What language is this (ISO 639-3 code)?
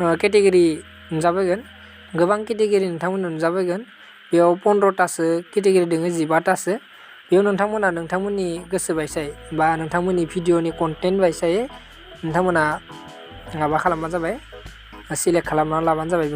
brx